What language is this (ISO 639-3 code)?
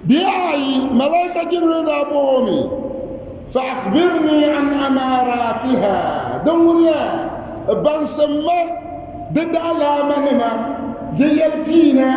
dag